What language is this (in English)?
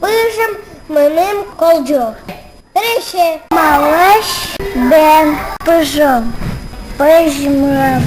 Udmurt